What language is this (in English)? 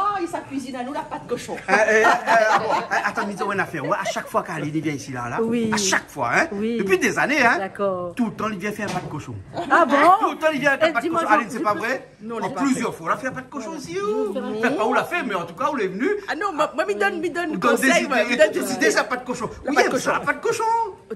Réunion Creole French